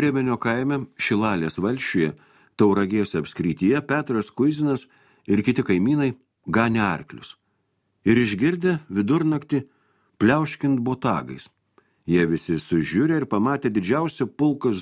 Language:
Lithuanian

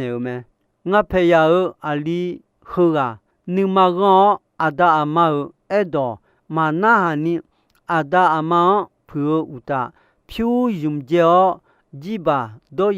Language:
Akha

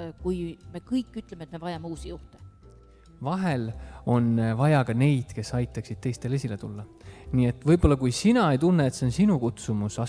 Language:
Estonian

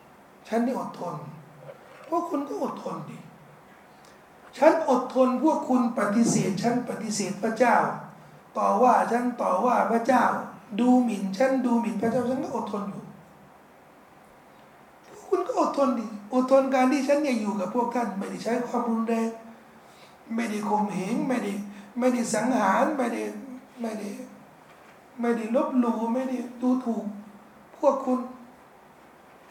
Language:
Thai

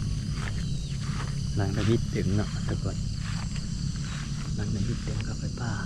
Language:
Lao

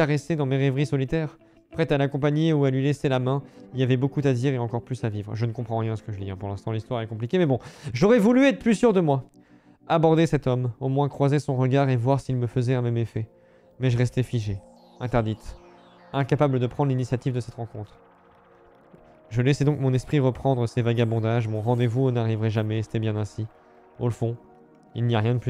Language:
French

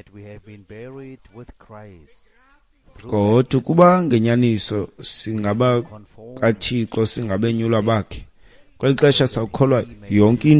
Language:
Xhosa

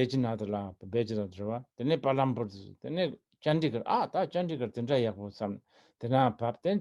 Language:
Tibetan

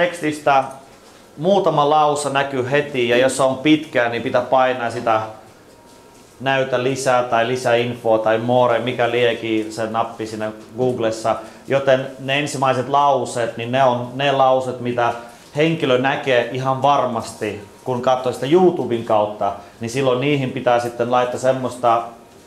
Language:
Finnish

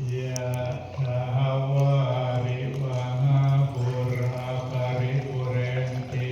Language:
Pali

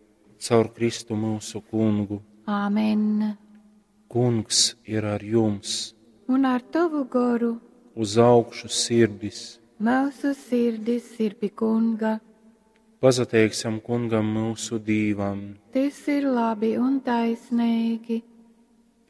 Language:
Latgalian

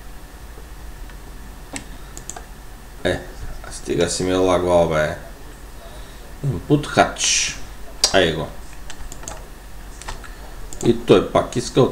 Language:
Bulgarian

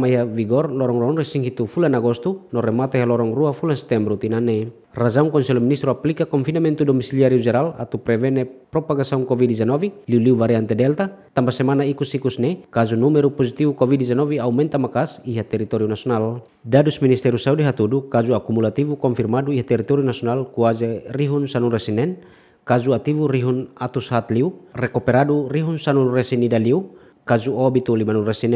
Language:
Tetum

